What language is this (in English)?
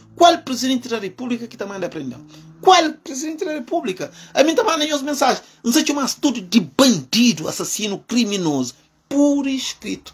Kabuverdianu